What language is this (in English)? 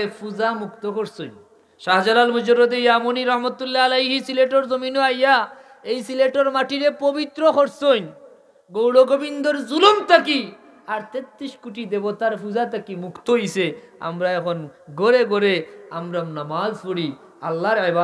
Sylheti